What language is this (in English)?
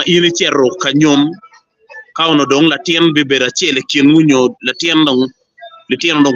Acoli